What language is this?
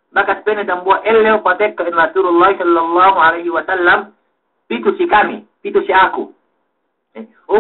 Yakan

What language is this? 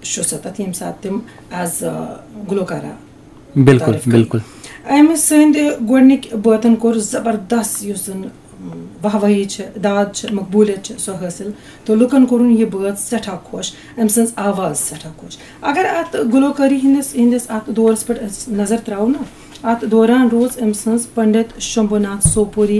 Kashmiri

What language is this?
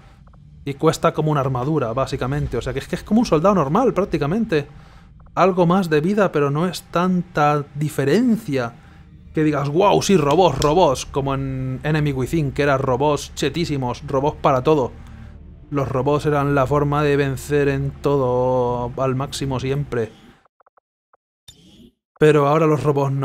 Spanish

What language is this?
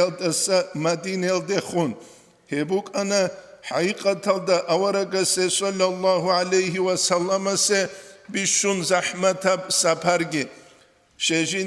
Avaric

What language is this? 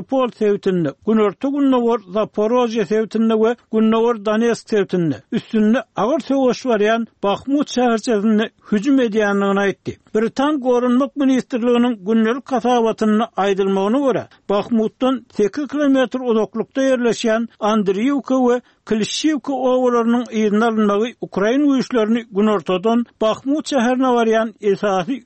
Turkmen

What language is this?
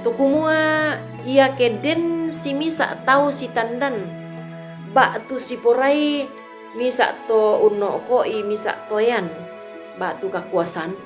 Toraja-Sa'dan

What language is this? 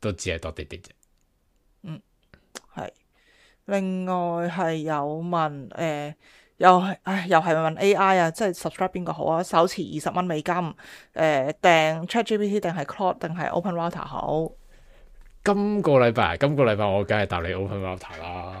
Cantonese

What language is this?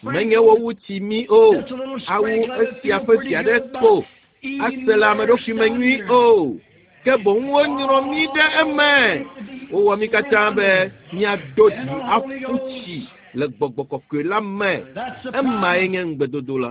Ewe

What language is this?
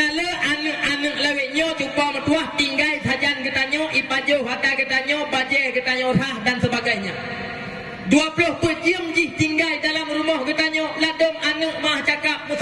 Achinese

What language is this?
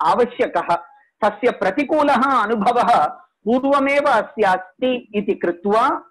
Sanskrit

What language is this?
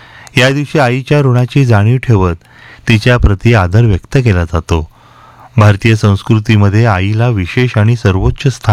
Marathi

